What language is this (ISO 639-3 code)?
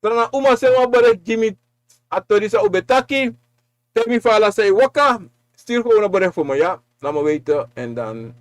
srn